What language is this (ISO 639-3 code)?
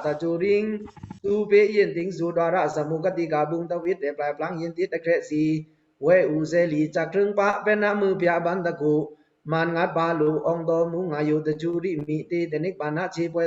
blk